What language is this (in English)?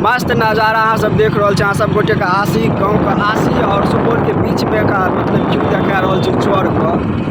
Maithili